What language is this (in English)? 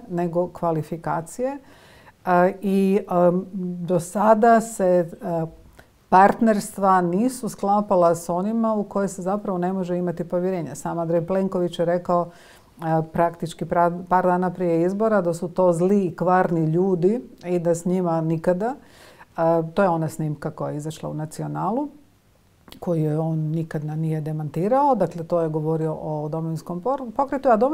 Croatian